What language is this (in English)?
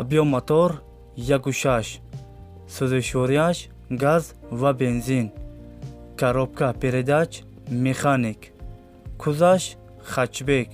Tajik